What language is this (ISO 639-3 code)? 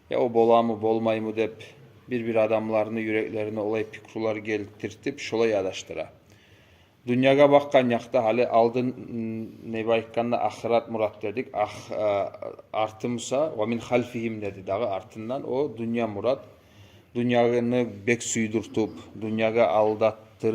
kum